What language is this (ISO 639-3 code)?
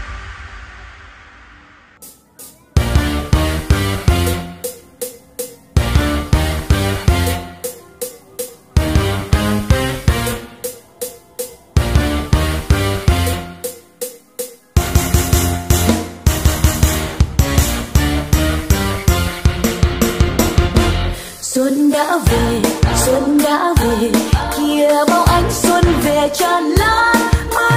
vie